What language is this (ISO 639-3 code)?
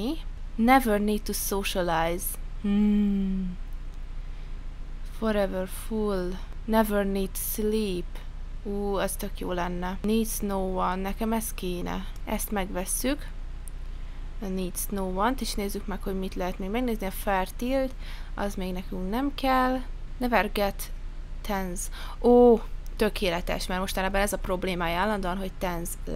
hun